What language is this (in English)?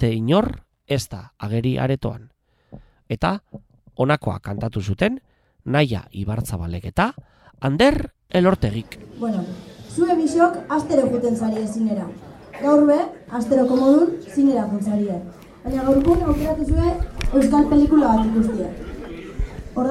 Basque